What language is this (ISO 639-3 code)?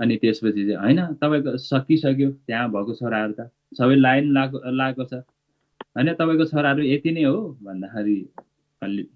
nep